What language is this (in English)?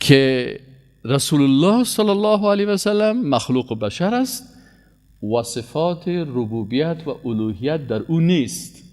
Persian